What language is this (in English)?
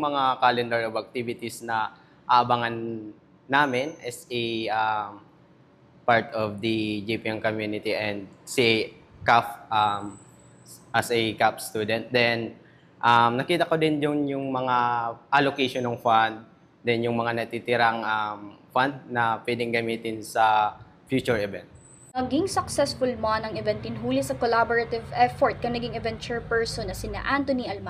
Bikol